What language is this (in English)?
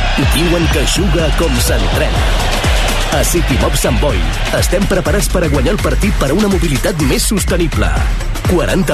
Catalan